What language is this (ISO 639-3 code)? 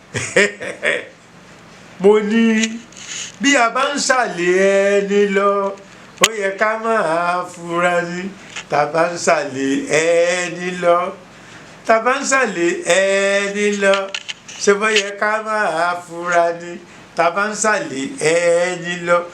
yor